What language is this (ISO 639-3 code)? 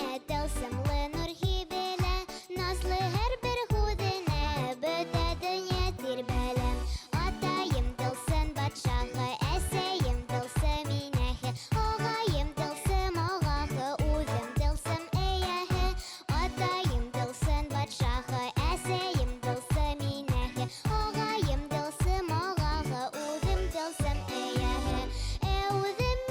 bak